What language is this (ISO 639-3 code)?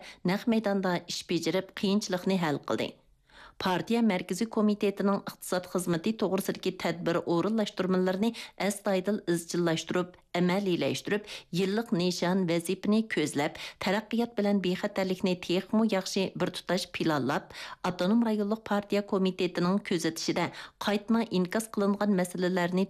uig